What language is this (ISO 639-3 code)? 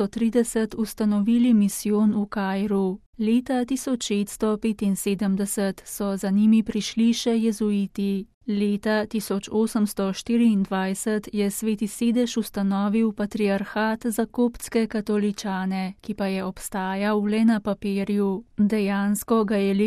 slv